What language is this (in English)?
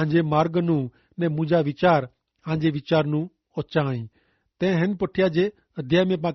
Kachhi